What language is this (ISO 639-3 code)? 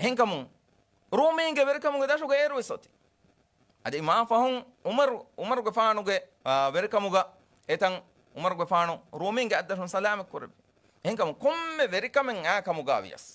div